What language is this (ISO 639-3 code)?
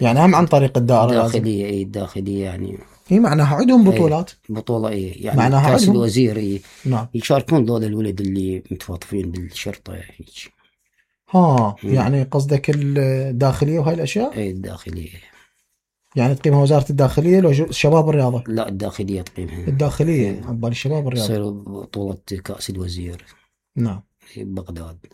acm